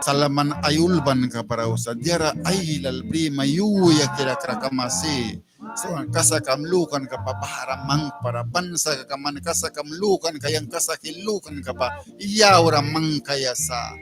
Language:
Mískito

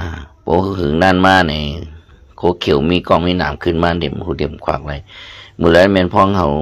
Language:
Shan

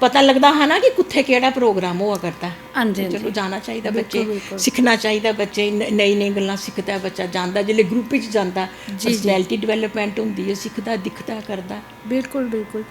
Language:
Dogri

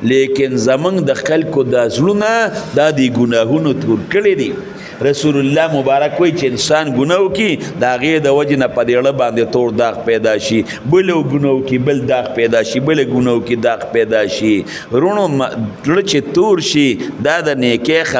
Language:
Pashto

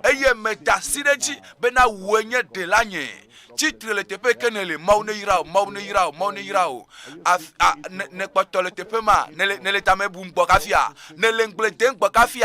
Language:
Ewe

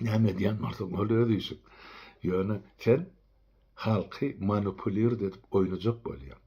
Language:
Turkmen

